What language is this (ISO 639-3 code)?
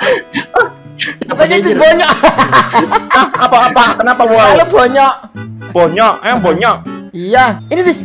ind